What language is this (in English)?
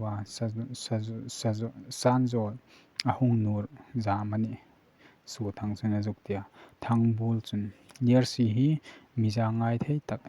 Hmar